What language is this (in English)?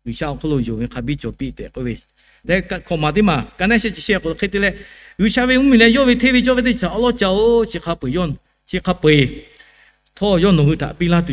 Lahu